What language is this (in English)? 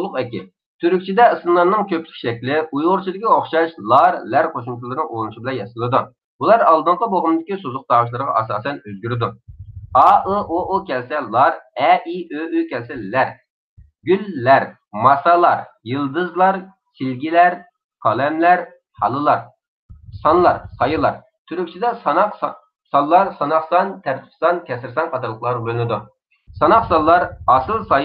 Uyghur